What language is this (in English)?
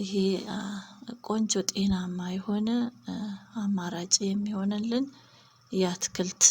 Amharic